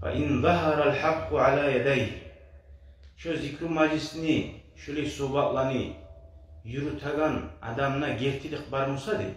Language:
Kumyk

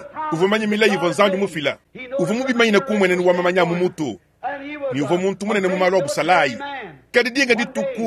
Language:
Luba-Lulua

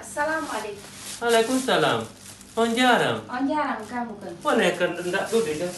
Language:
Fula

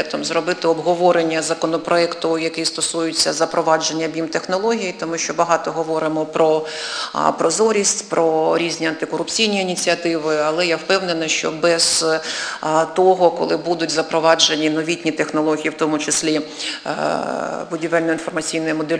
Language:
Ukrainian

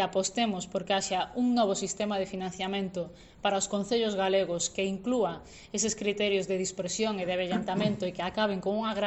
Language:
Galician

